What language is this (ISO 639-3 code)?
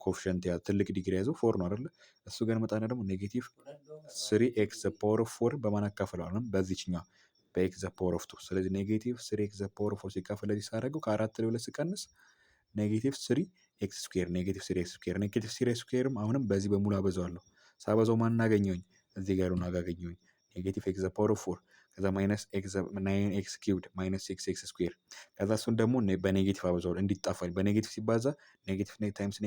amh